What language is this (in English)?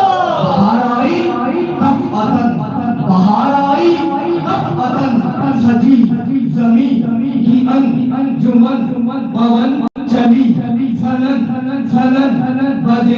Saraiki